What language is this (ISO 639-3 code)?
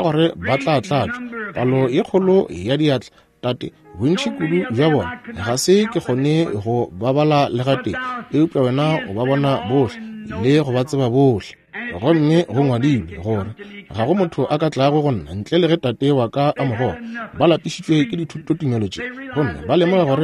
nso